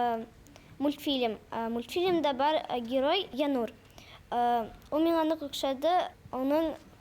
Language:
Bashkir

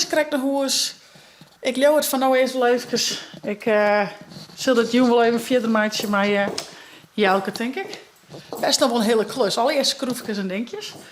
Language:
Western Frisian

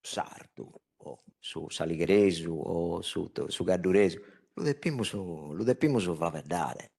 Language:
Sardinian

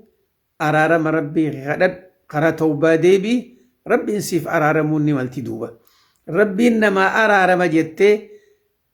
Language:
Oromo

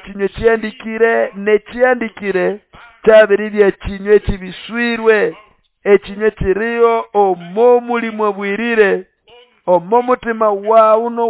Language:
Nande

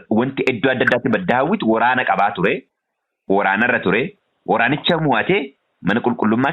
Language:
Oromo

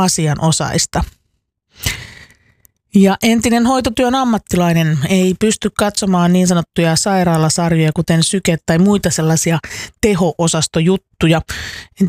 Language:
Finnish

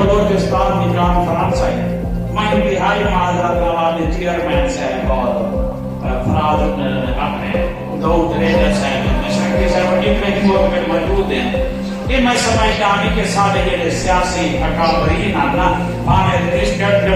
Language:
Saraiki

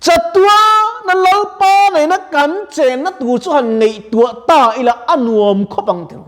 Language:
Mizo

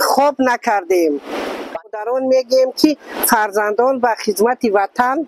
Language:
Tajik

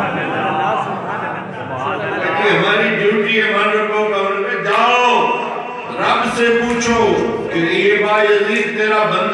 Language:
Urdu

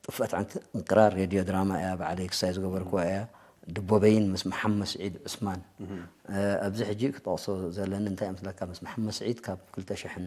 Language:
Tigre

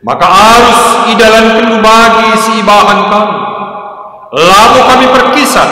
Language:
Batak Karo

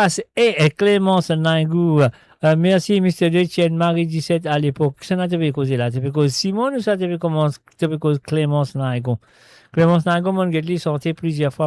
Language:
Morisyen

